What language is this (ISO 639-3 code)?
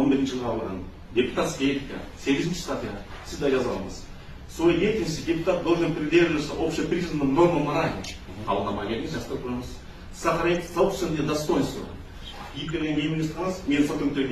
kir